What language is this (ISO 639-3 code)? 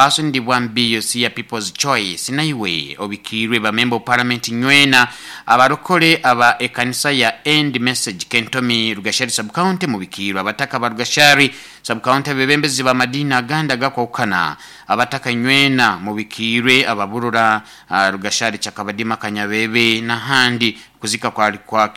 nyo